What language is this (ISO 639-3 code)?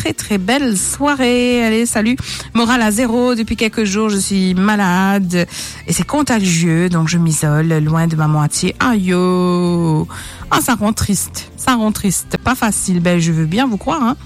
fra